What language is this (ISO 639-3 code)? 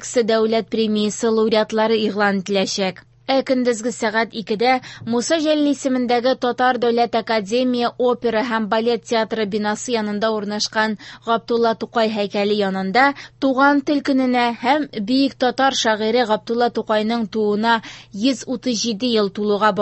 tat